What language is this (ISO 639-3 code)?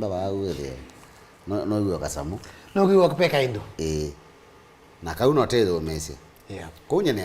kam